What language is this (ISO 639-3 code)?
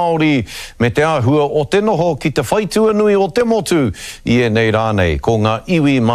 mri